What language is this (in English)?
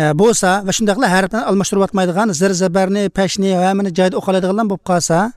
Uzbek